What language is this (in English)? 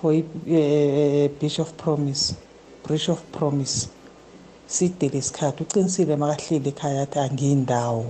South Ndebele